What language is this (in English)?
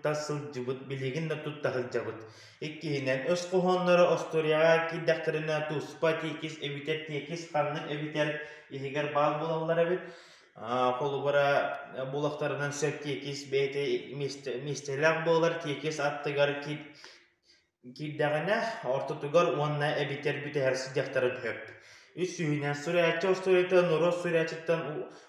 Yakut